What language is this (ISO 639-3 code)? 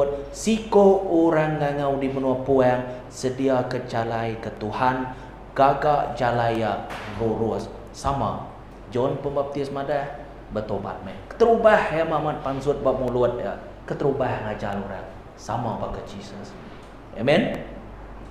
iba